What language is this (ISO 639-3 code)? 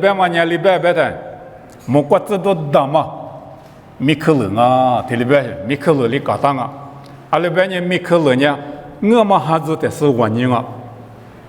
lis